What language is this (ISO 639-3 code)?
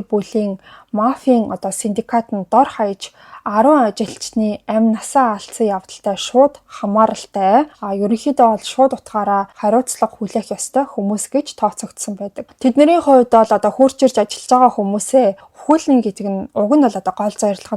mon